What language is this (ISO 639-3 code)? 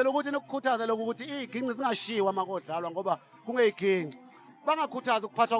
zul